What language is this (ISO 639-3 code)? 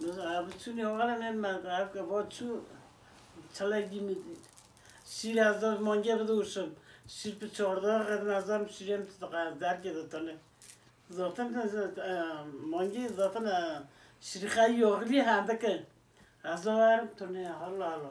kur